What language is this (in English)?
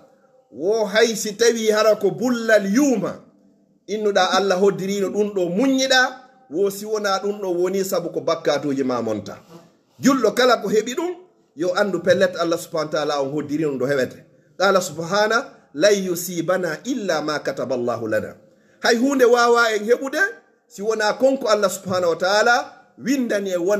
Fula